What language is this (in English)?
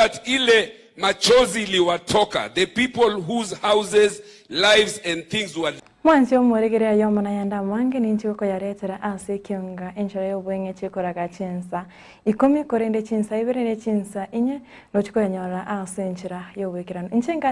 Gusii